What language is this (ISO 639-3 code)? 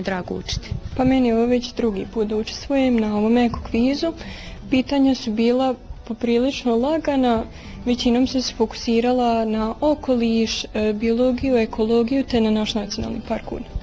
bos